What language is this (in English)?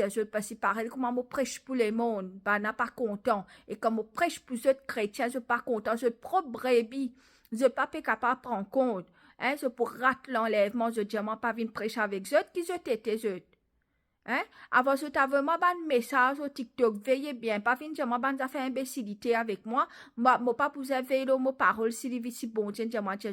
Morisyen